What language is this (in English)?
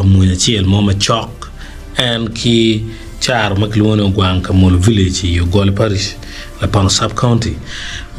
Acoli